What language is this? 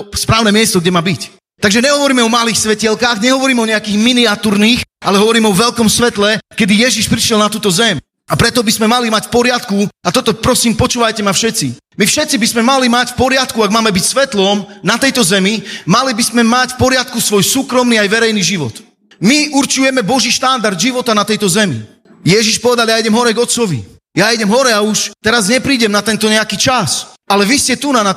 Slovak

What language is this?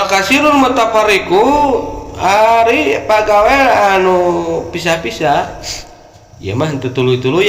Sundanese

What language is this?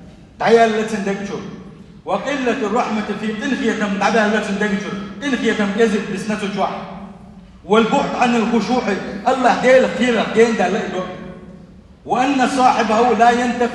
Chechen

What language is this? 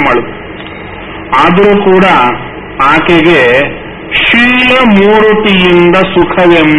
Kannada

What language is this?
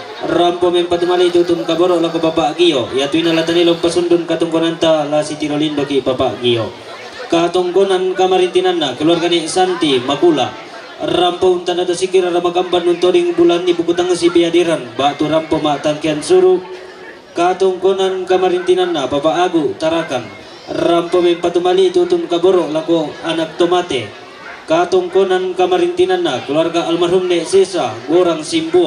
Toraja-Sa'dan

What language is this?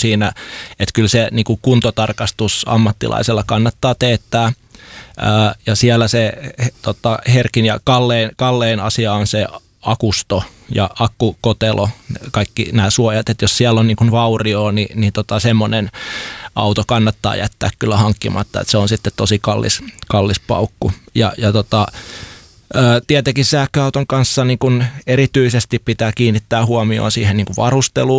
Finnish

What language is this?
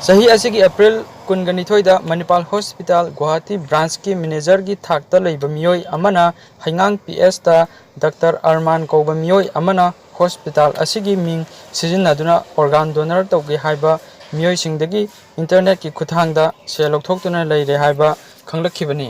Manipuri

